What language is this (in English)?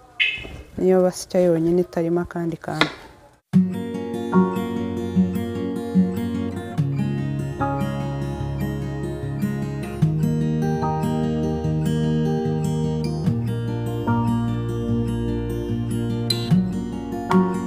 Kinyarwanda